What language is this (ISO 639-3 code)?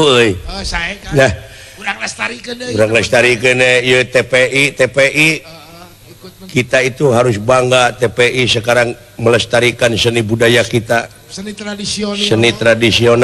sun